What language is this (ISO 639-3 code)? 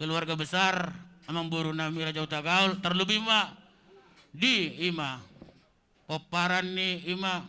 bbc